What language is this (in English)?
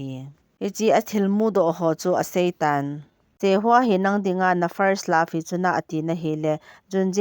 Thado Chin